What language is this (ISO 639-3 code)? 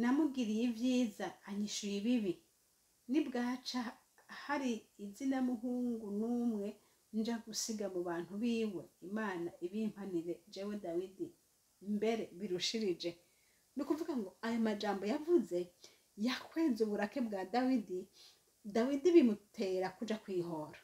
run